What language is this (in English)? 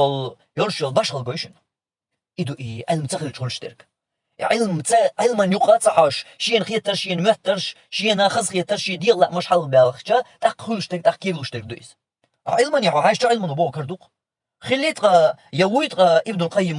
Chechen